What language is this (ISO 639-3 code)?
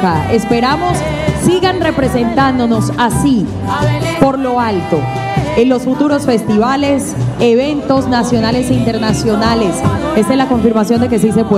spa